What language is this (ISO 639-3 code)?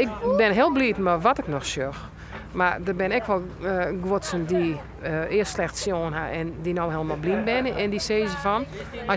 fry